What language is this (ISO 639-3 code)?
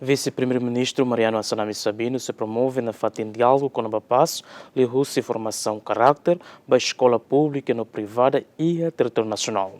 tet